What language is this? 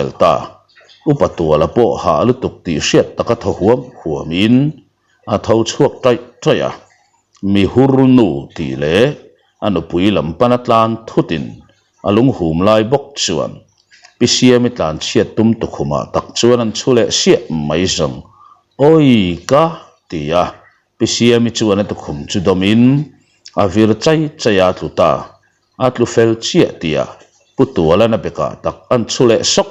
Mizo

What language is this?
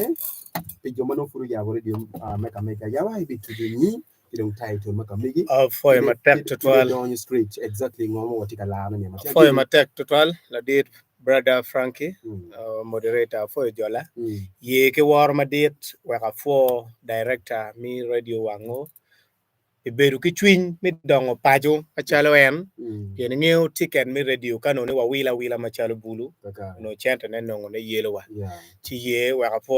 Acoli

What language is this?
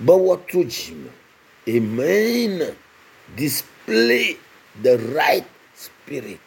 Ewe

